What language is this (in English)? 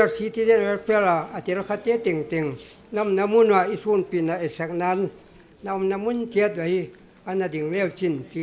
Paite Chin